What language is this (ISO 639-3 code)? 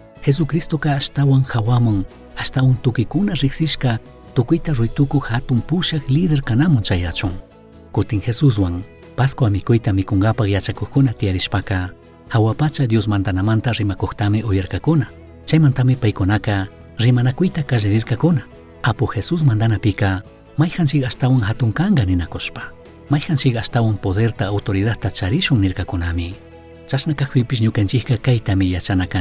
qug